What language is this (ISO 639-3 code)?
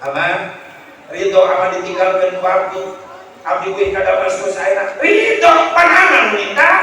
sun